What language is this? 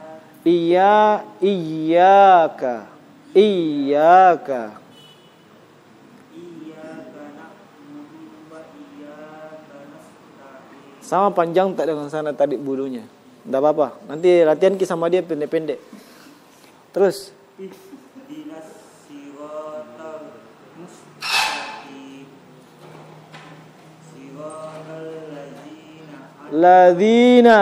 Indonesian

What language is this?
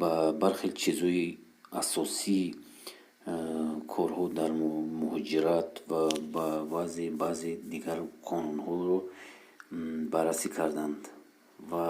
Tajik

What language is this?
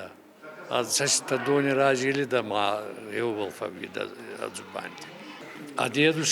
Ossetic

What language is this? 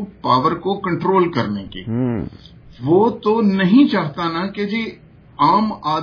Urdu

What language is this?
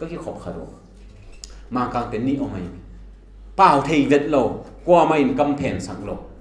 Tedim Chin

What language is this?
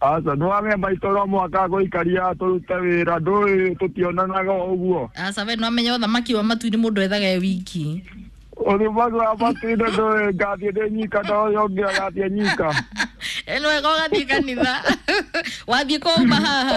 Kikuyu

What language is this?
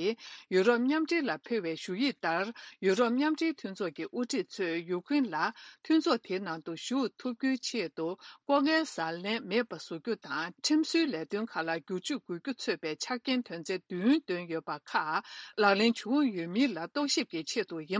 Tibetan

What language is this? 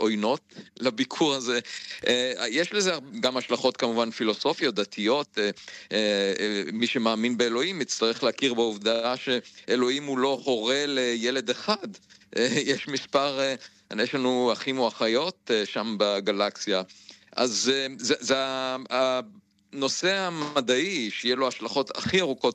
Hebrew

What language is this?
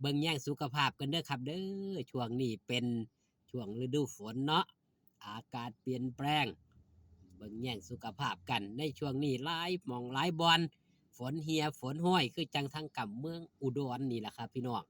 Northeastern Thai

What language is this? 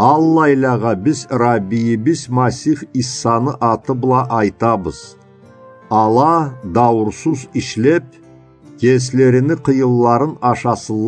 Karachay-Balkar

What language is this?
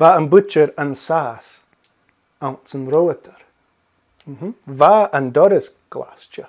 Scottish Gaelic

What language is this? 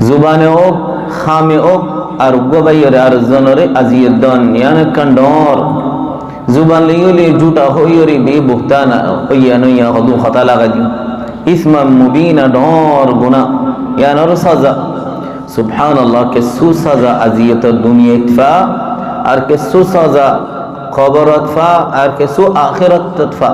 Rohingya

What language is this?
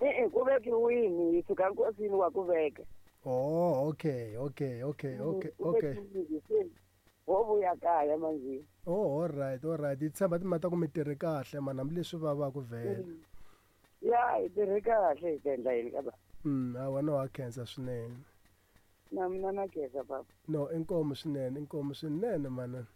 Tsonga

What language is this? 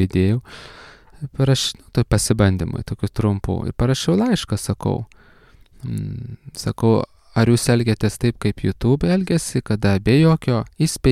Lithuanian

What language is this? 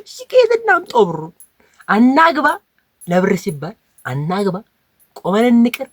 Amharic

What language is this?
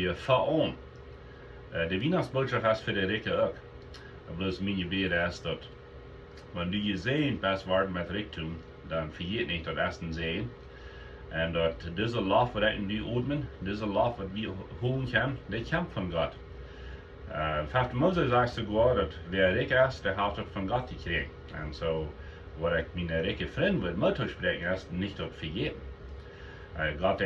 Plautdietsch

